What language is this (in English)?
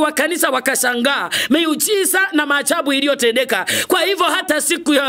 Swahili